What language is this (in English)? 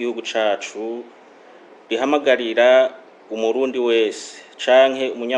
Rundi